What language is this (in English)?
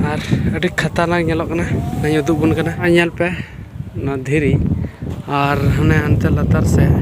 Santali